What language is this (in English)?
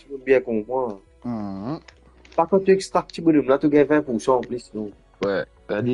Morisyen